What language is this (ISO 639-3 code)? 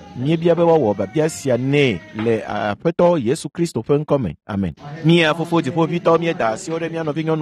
ewe